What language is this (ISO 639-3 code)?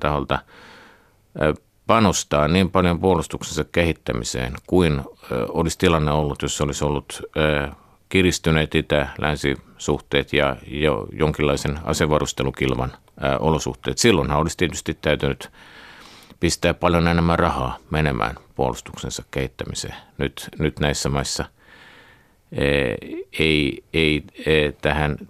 fin